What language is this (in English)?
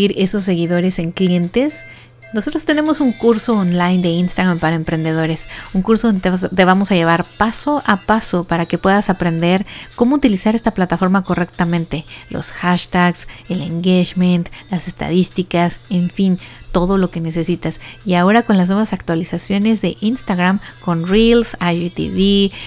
Spanish